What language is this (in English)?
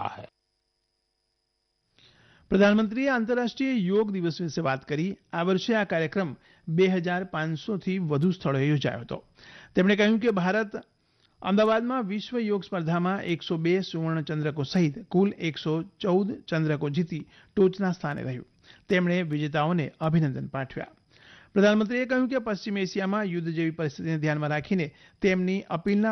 Gujarati